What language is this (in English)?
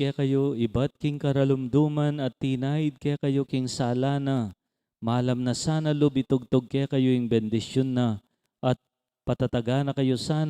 Pampanga